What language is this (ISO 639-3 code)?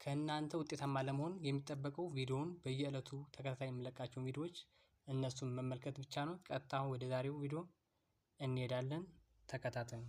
amh